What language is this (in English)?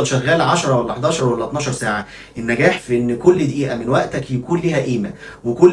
Egyptian Arabic